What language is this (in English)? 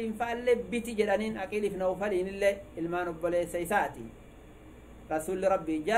Oromo